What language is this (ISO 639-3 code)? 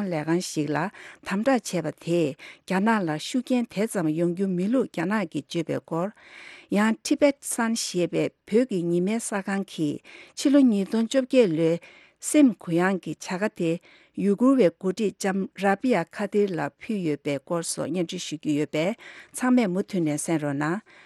bod